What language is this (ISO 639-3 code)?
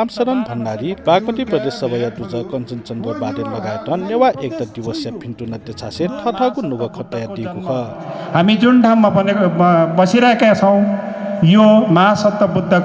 new